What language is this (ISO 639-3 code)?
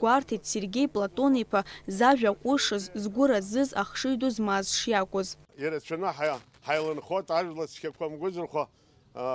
abk